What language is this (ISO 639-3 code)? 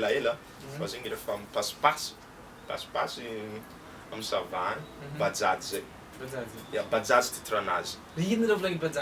mlg